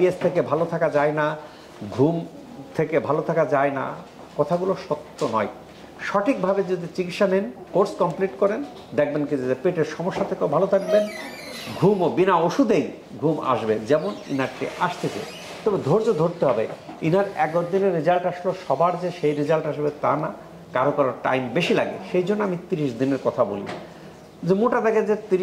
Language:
Bangla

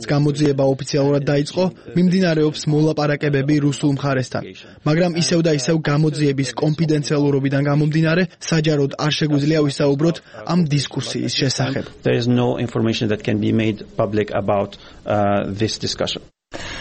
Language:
Georgian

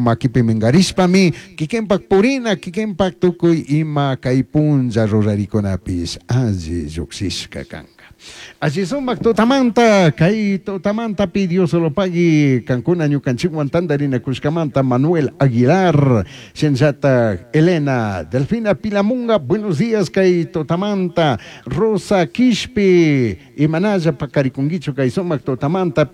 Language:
Chimborazo Highland Quichua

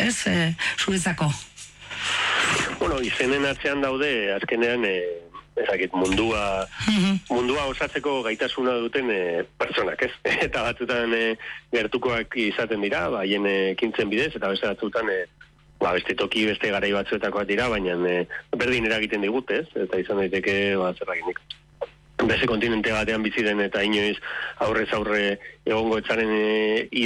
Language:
Basque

